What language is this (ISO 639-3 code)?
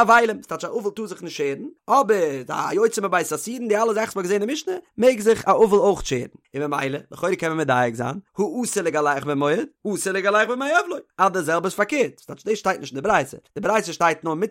yid